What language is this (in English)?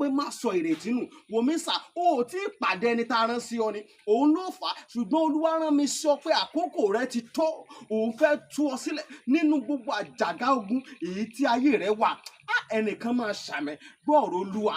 Yoruba